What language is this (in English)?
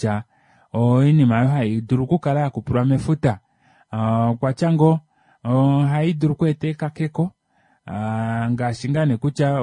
Kuanyama